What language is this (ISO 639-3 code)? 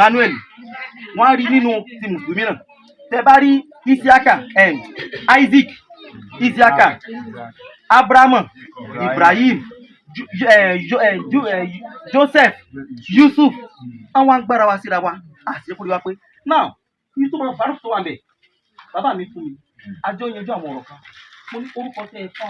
yor